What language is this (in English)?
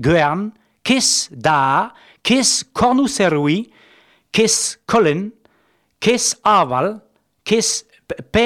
Breton